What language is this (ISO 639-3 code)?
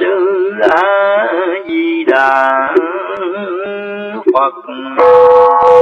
vie